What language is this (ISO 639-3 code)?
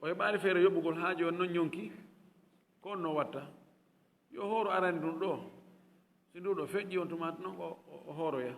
ful